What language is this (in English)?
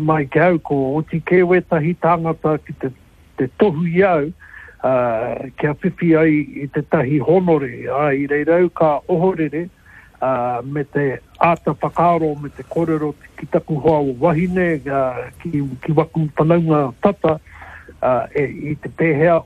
Māori